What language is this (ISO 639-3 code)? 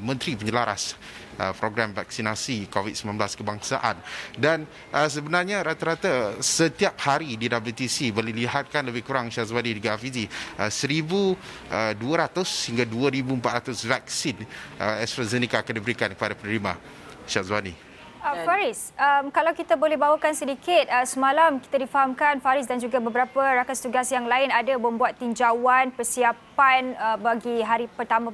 msa